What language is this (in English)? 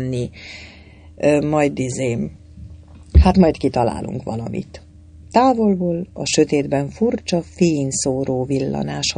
Hungarian